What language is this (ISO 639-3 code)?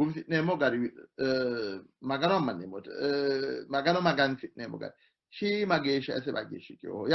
sid